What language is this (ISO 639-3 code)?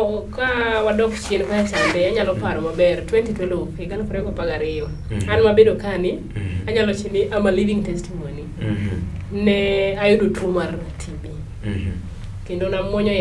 luo